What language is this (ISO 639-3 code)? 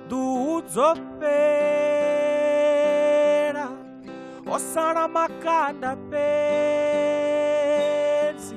ven